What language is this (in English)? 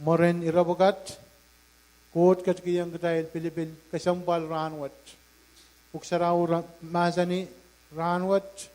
Pohnpeian